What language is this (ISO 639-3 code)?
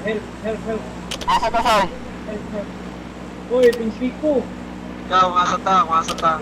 ceb